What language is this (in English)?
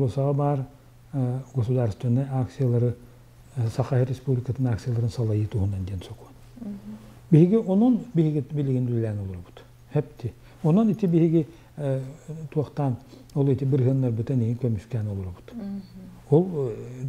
Yakut